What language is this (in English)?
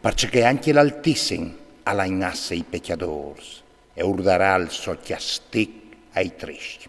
Friulian